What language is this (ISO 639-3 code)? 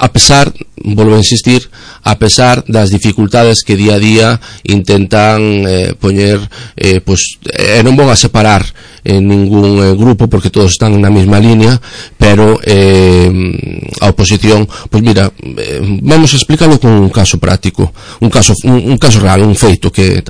glg